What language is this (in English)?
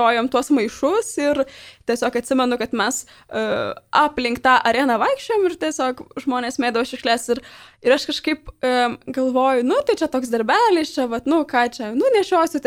Lithuanian